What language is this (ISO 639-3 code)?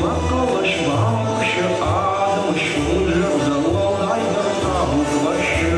oss